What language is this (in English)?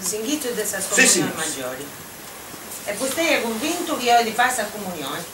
Sardinian